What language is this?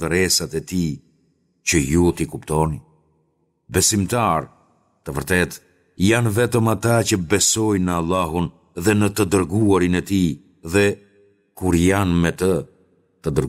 Albanian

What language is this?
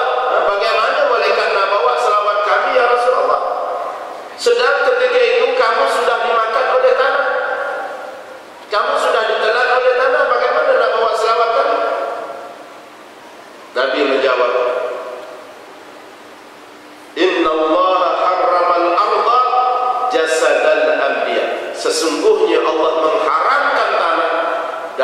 Malay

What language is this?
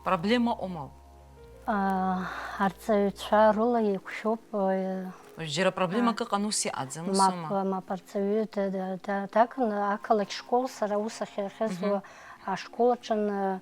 Abkhazian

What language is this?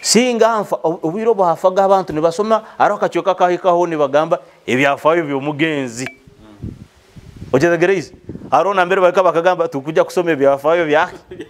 Nyoro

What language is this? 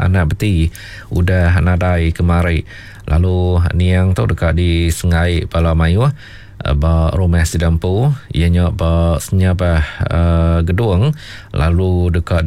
Iban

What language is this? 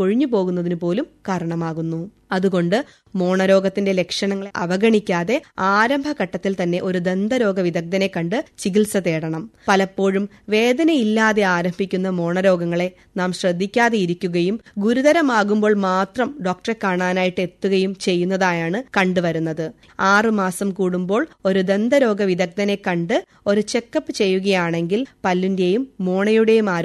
Malayalam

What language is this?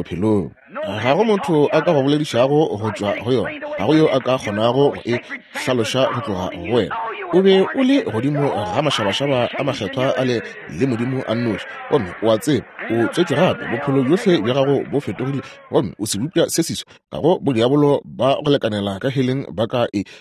Northern Sotho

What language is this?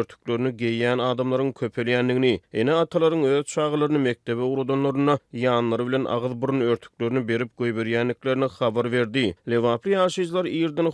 Turkmen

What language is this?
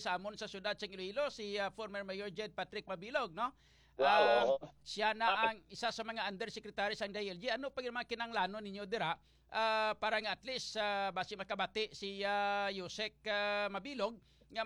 Hiligaynon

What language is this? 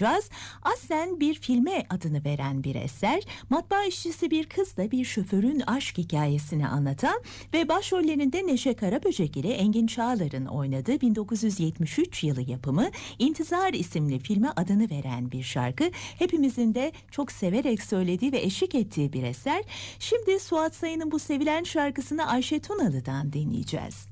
Turkish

